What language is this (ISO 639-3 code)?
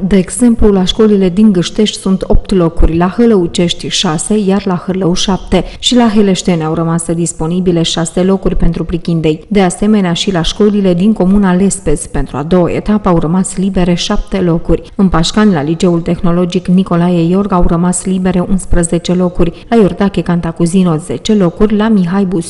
ron